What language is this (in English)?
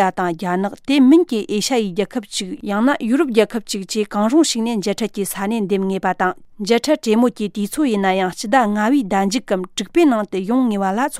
Tibetan